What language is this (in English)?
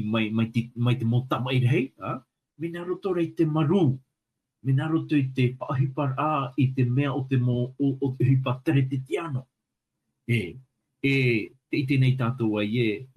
Tahitian